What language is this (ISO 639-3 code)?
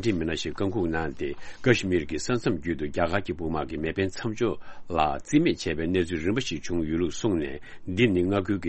bod